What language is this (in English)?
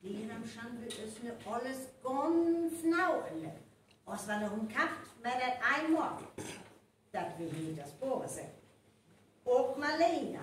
Northern Frisian